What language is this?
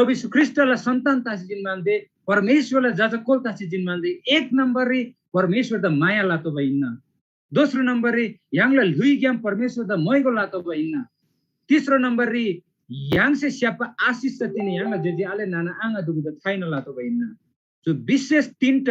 Eastern Tamang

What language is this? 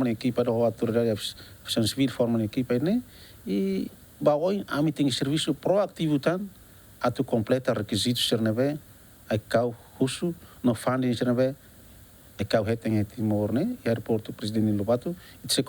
Tetum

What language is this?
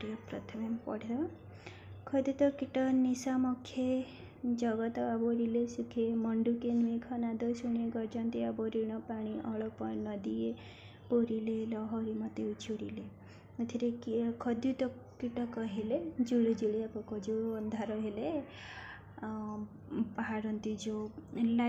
Odia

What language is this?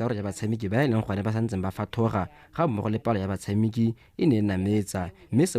Tswana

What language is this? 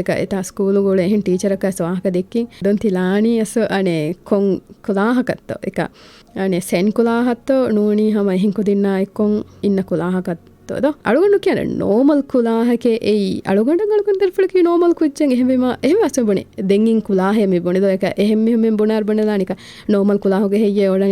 Divehi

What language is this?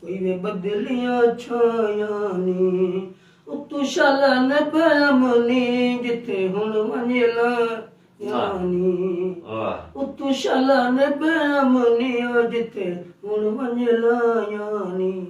Saraiki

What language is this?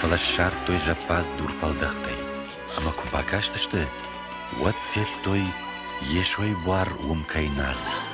Ossetic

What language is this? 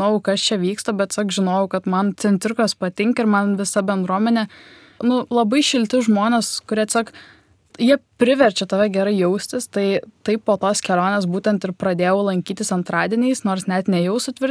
Lithuanian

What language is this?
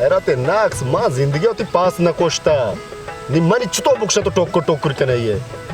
Baluchi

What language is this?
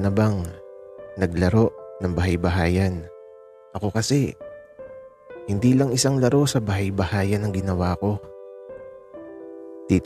Filipino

